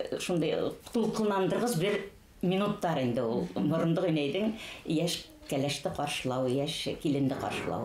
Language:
Bashkir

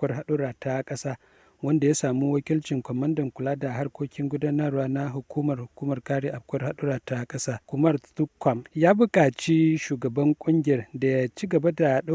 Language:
Hausa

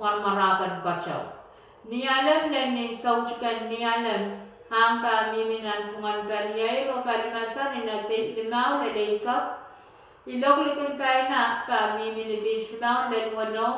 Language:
Pohnpeian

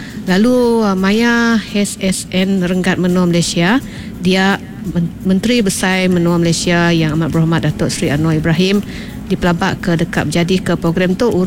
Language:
Iban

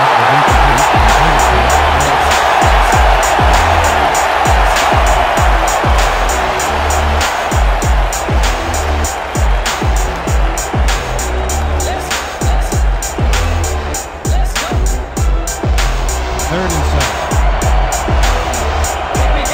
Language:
English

